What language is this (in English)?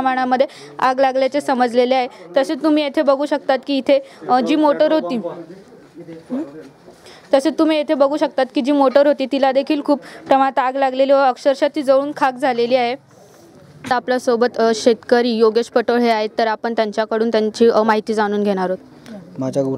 Marathi